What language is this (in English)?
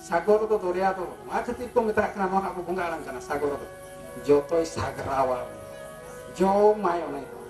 Santali